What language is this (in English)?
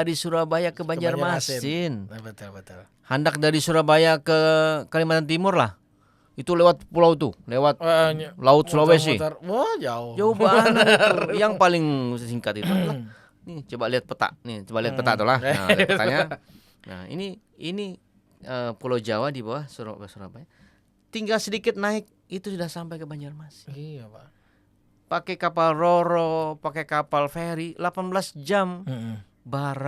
Banjar